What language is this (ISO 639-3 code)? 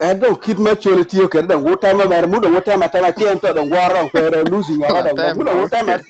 ach